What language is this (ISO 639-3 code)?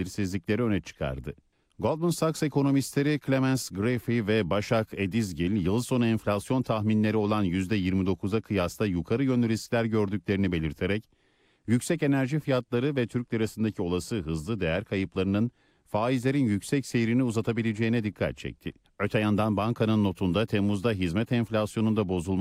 tur